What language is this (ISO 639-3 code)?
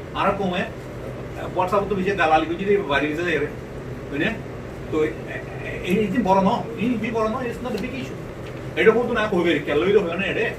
rhg